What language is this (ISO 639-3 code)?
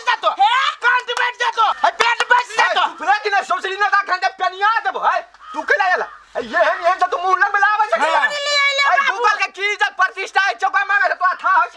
mai